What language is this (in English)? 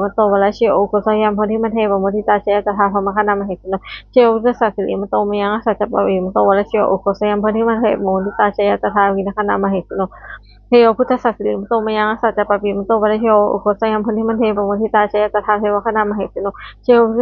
Pali